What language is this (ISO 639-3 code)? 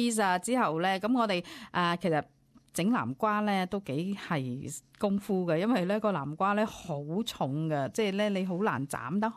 yue